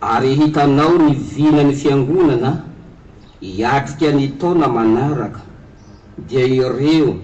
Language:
Malagasy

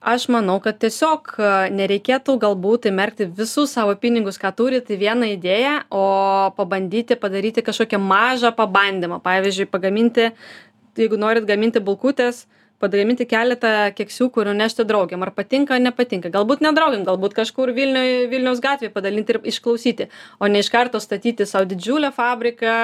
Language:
Lithuanian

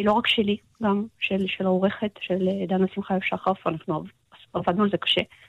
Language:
Hebrew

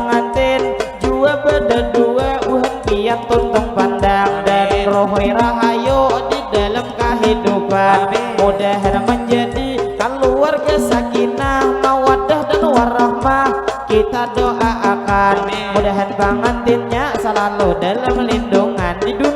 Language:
Banjar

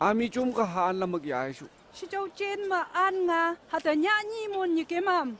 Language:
Phom Naga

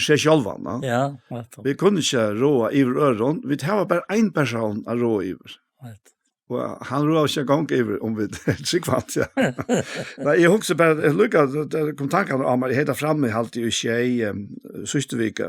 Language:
Faroese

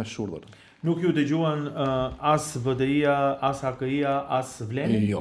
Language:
Albanian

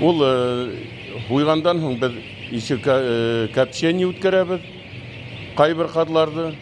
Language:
Bashkir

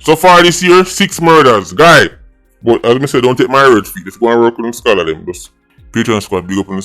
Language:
Jamaican Creole English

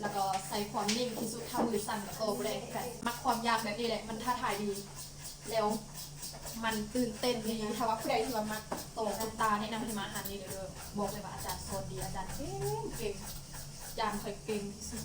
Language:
Lao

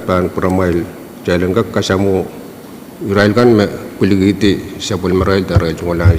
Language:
Pohnpeian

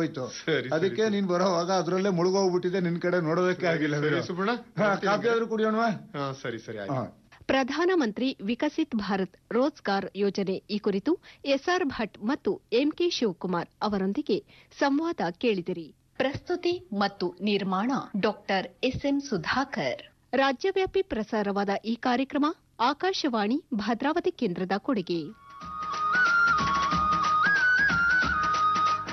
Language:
Kannada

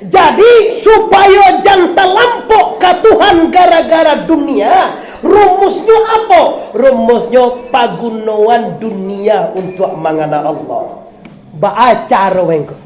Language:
Minangkabau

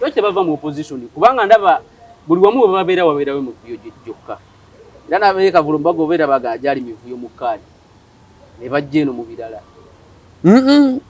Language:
Ganda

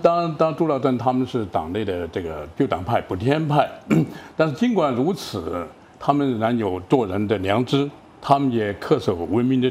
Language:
Chinese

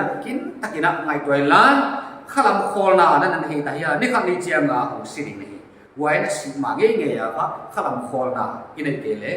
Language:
Paite Chin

